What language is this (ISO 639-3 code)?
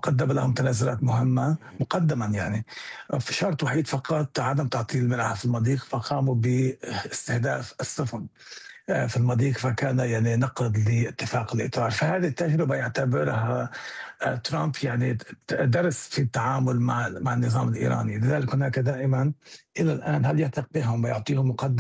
ara